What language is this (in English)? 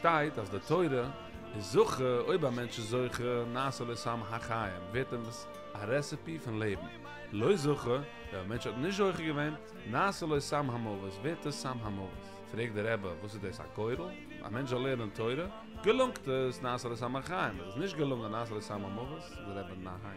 Yiddish